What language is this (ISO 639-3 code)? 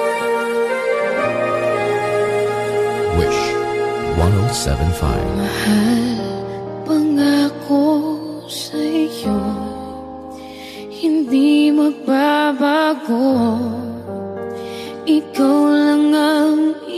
fil